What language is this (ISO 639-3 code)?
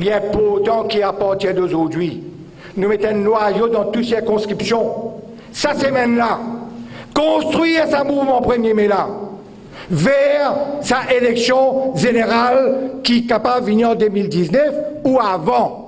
mfe